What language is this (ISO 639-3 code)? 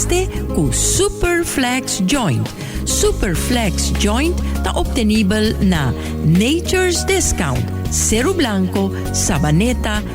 pap